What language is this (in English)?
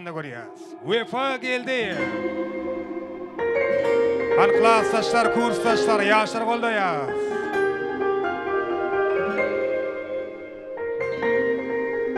Turkmen